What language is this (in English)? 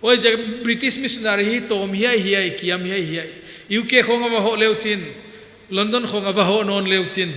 Paite Chin